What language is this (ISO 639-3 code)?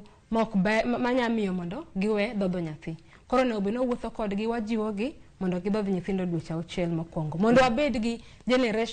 luo